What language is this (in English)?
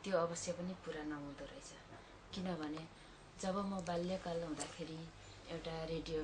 Nepali